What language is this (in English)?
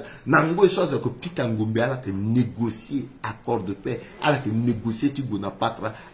Sango